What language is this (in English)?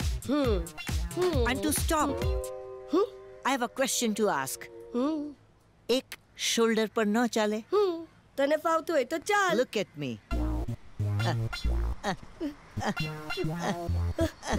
Gujarati